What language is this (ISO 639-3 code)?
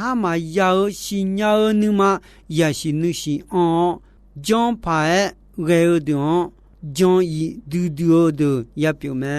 ahk